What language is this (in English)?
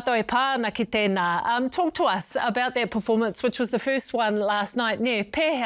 Māori